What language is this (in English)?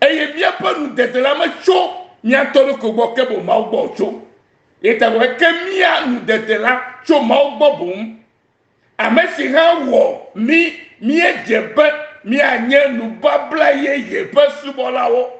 Ewe